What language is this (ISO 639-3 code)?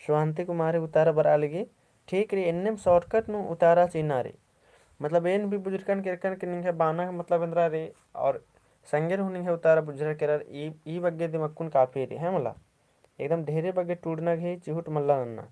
kru